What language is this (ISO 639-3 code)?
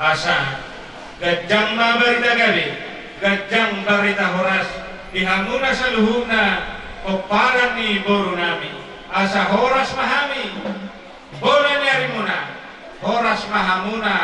bbc